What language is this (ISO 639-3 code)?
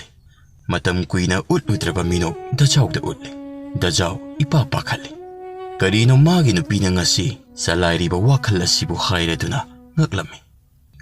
mni